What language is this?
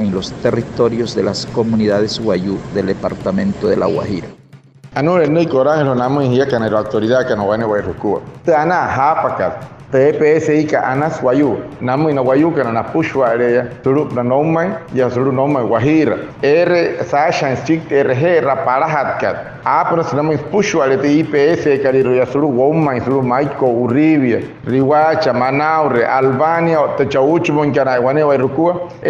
Wayuu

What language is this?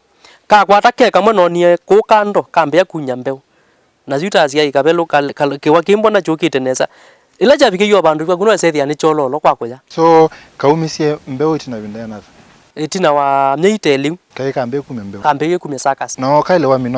Kamba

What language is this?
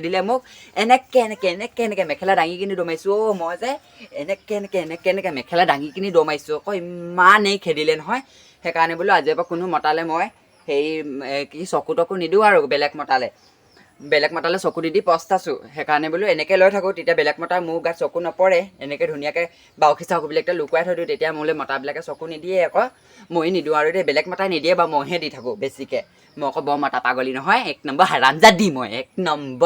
Assamese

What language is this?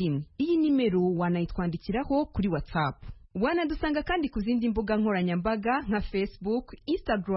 Kinyarwanda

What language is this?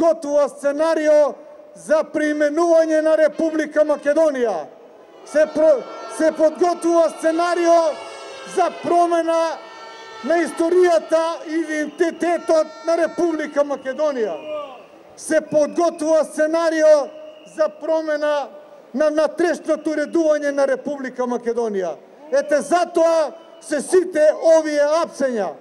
Macedonian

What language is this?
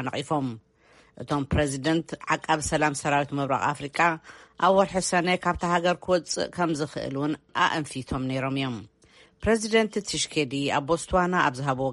Tigrinya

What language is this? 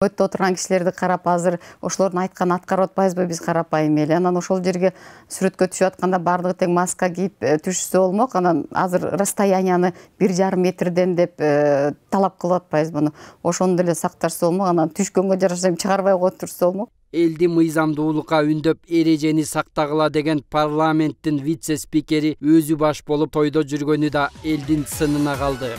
Kyrgyz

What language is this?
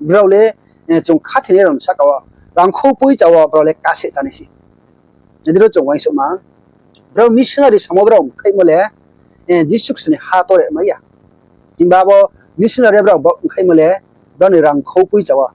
Riang (India)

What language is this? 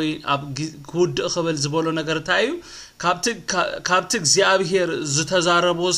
Tigrinya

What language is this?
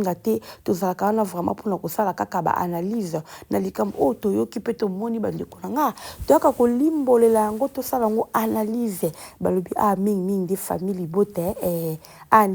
Lingala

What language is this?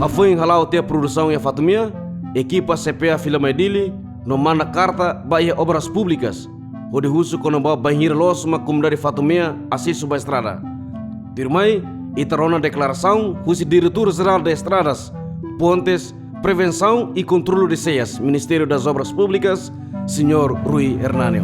Tetum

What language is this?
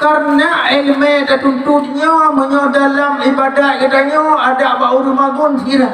Achinese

